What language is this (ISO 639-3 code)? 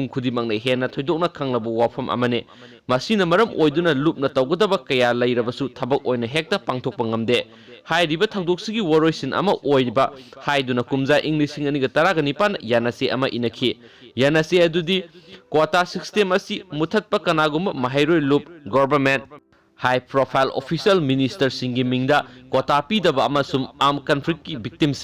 mni